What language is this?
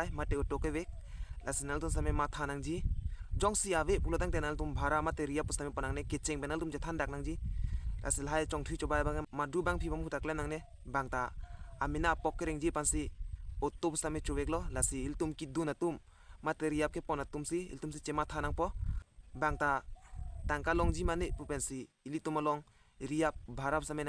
Karbi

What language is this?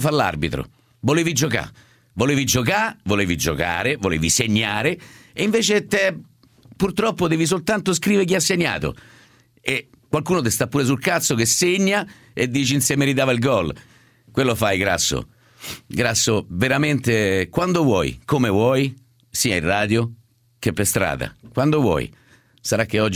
Italian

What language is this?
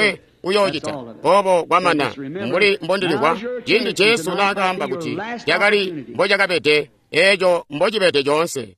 Tonga (Zambia)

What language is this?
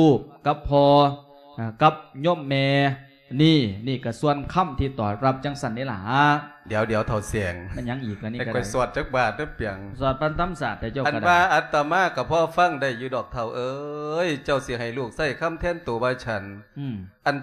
Lao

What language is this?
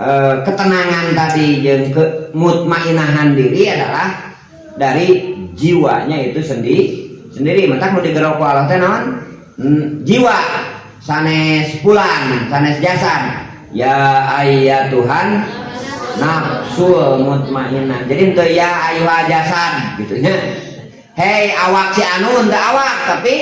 Sundanese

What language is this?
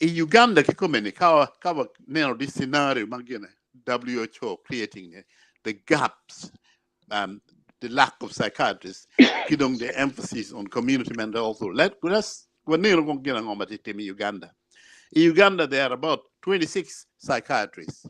Acoli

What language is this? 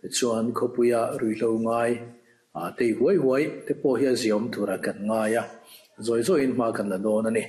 Mizo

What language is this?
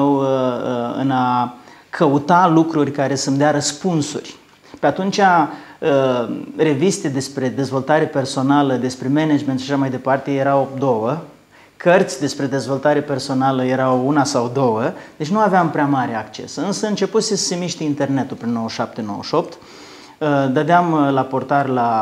Romanian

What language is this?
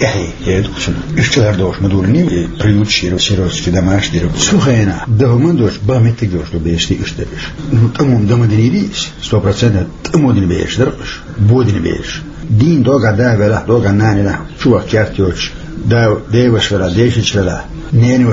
Chechen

